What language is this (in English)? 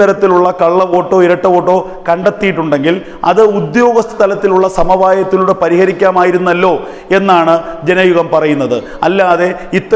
Malayalam